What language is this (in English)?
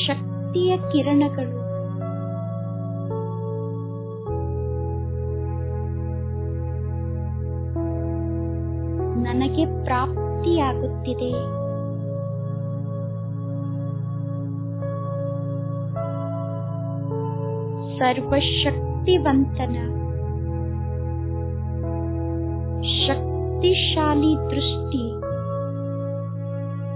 Kannada